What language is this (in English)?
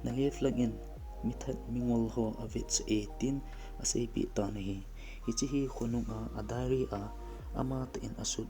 Thado Chin